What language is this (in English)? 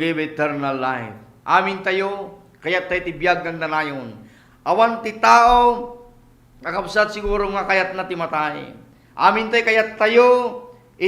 Iloko